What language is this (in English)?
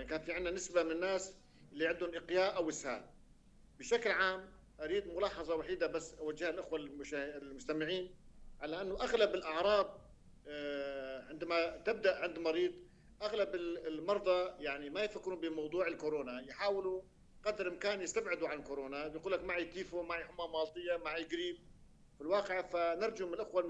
North Levantine Arabic